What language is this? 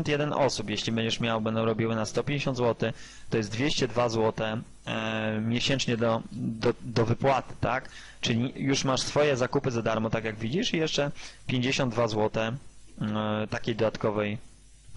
Polish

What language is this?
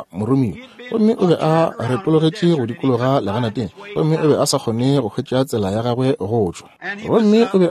Northern Sotho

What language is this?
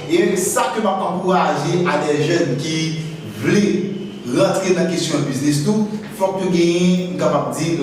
Haitian Creole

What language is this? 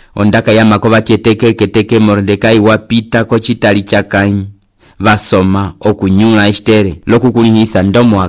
Umbundu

